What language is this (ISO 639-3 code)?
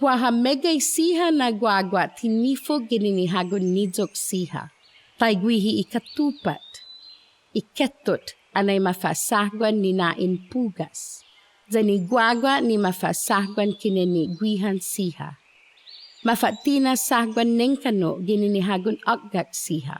cha